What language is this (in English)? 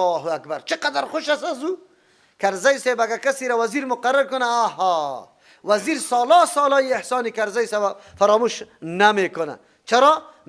Persian